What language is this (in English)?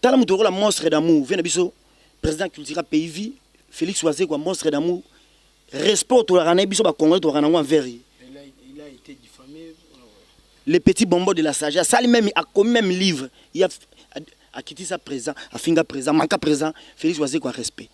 Lingala